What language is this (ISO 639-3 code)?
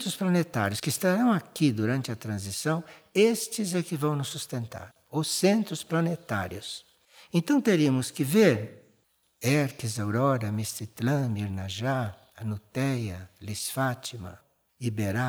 por